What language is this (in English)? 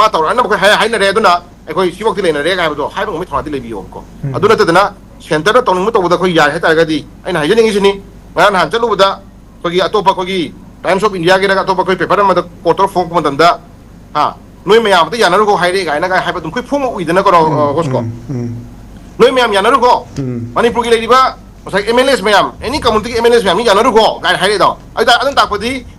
Manipuri